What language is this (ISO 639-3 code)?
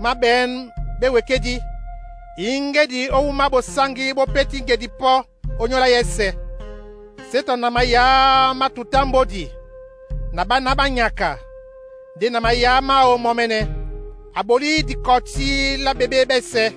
dua